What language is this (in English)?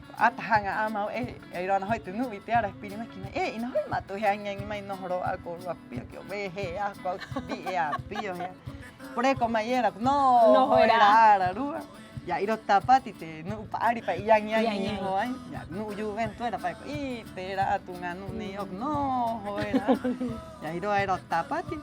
Rapanui